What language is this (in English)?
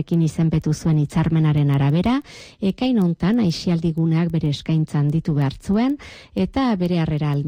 Basque